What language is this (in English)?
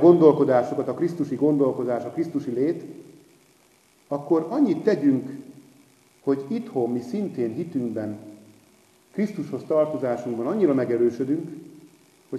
Hungarian